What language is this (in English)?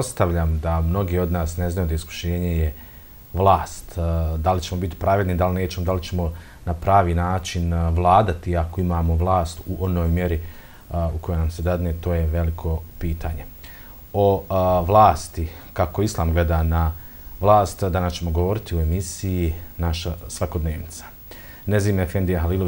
Bosnian